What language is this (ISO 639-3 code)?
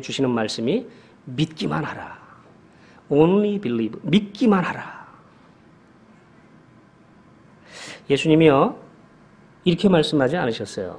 kor